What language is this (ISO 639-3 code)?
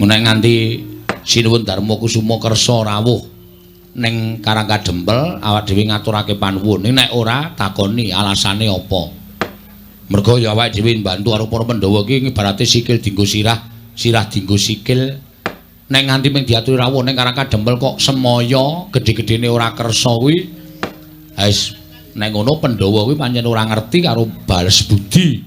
jav